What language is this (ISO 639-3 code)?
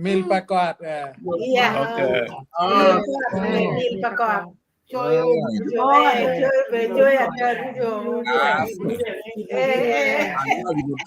ach